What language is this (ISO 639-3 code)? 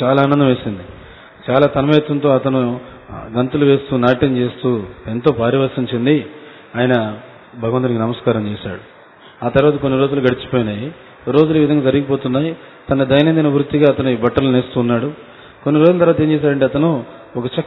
tel